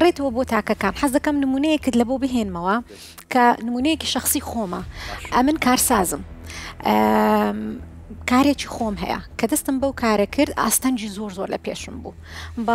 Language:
Central Kurdish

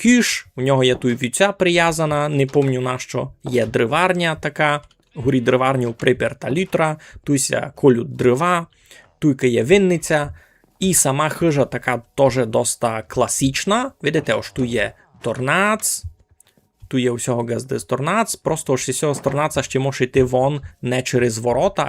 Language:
Rusyn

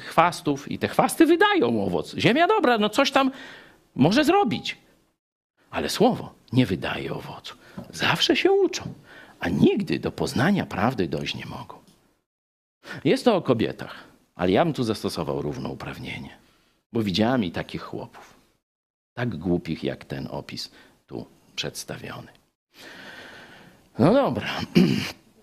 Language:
Polish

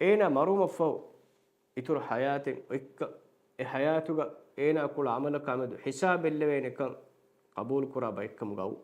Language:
Divehi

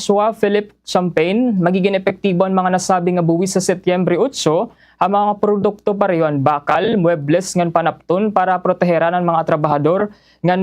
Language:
Waray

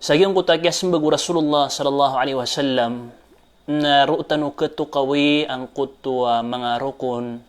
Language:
Maranao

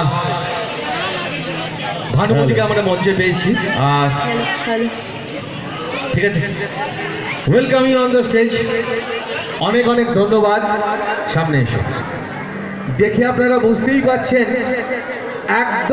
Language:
Bangla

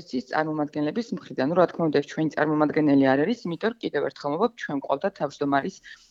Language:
Georgian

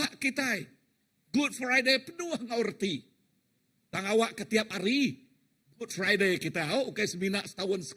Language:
Iban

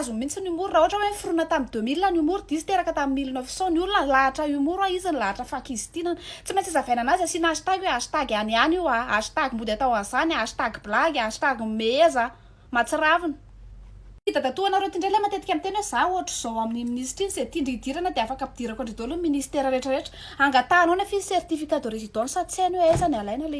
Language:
Malagasy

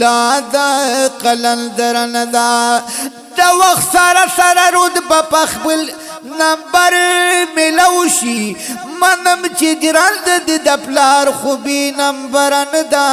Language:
Pashto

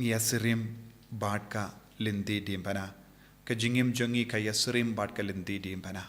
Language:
Khasi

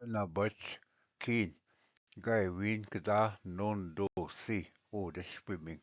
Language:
Ojibwa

